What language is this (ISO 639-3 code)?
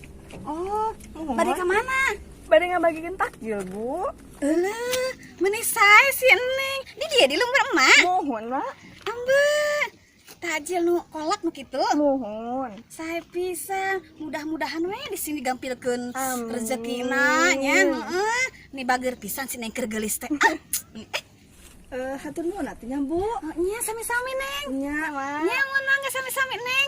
sun